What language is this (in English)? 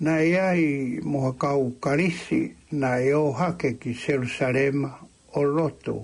Tongan